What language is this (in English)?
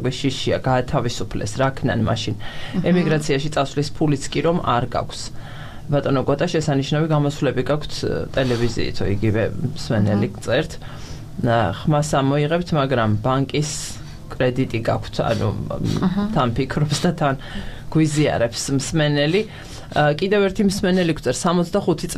Georgian